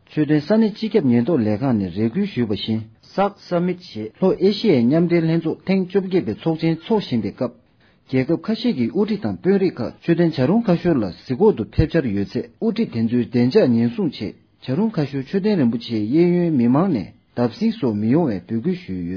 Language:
Tibetan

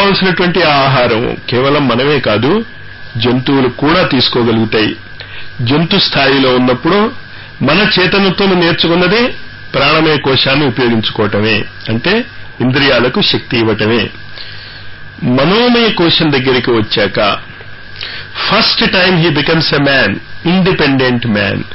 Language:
Telugu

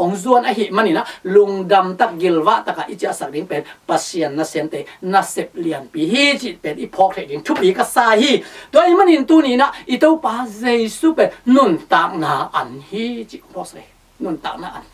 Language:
Tedim Chin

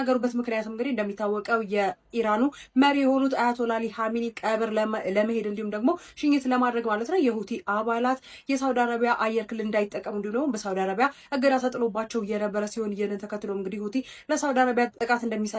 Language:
Amharic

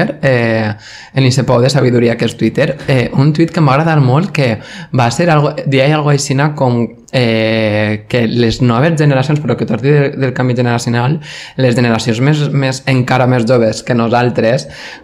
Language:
Catalan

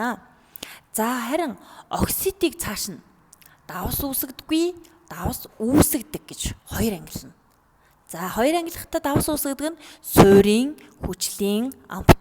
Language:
Mongolian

